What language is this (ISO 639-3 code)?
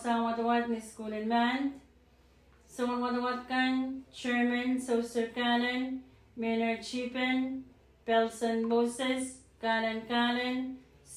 pon